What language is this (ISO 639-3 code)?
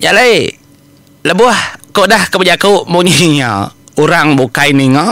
iba